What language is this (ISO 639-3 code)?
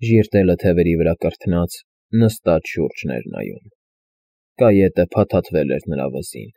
hye